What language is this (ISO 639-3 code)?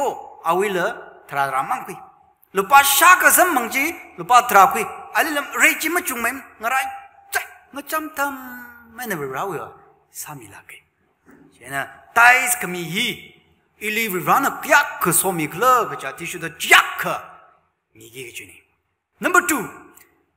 nmf